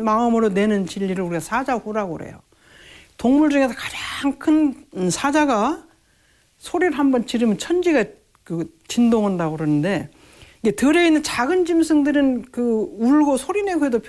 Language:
Korean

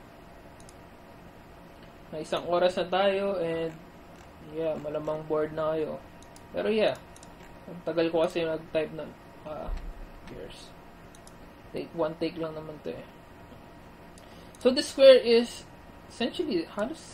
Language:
Filipino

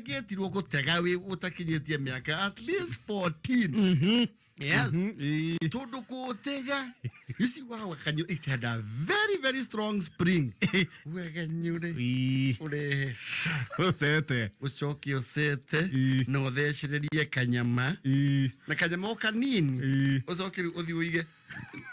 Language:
Kikuyu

